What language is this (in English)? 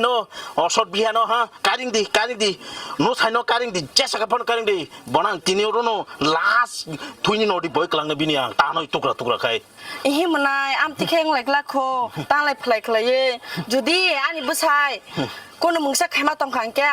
Kok Borok